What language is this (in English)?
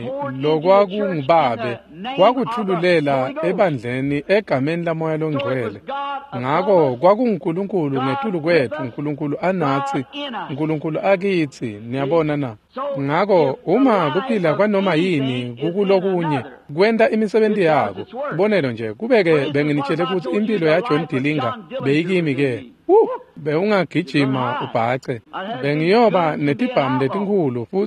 Swati